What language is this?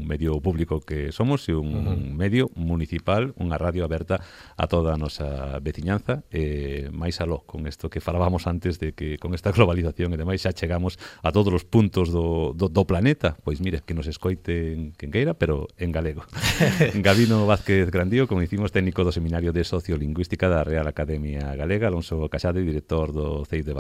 Galician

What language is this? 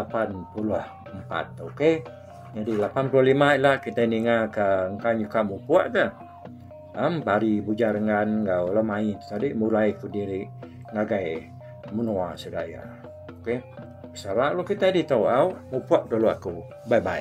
Iban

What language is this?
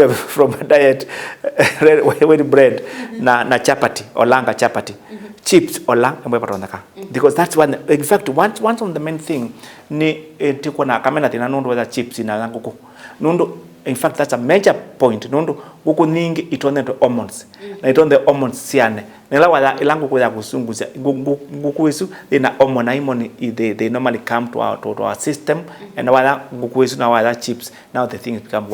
Kamba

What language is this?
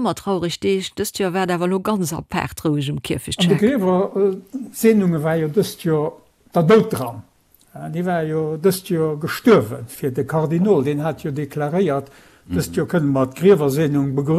Luxembourgish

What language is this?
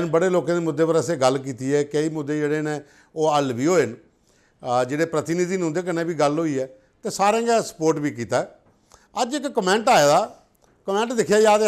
Dogri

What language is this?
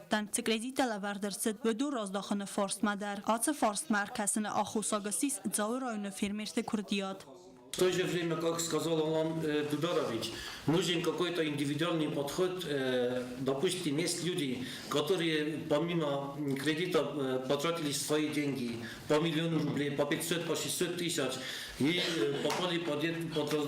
Ossetic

